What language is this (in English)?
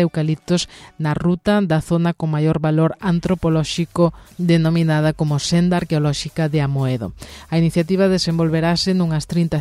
Galician